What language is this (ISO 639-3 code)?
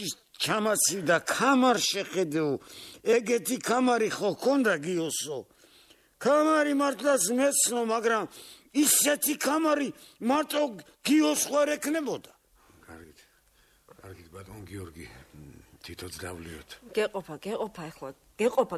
kat